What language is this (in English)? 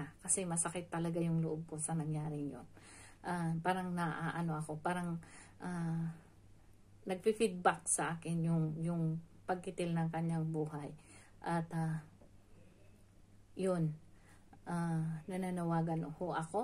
Filipino